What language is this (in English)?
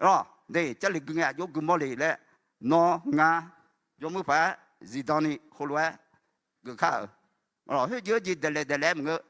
Akha